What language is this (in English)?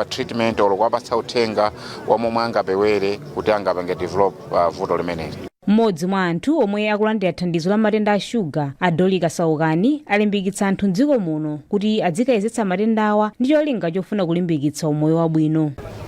Nyanja